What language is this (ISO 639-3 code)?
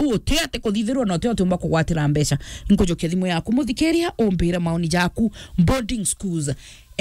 mer